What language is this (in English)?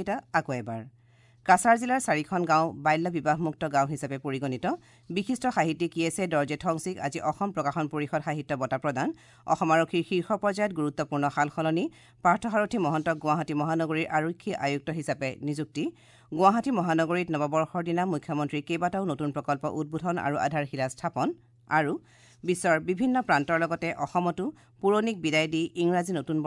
Assamese